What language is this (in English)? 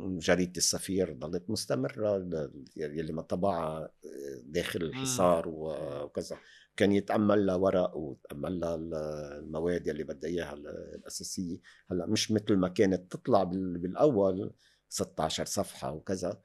North Levantine Arabic